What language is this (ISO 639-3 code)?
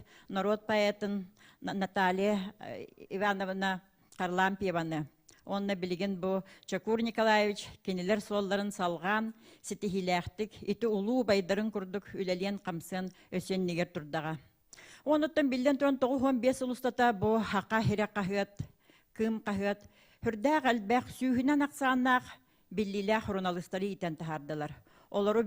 sah